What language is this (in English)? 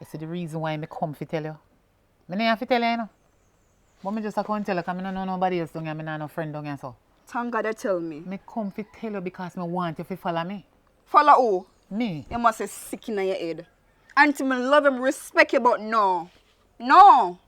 Jamaican Creole English